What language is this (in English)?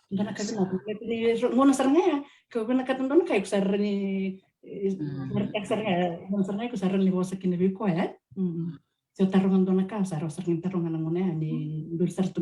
Fijian